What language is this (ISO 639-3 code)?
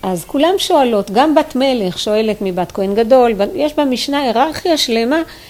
heb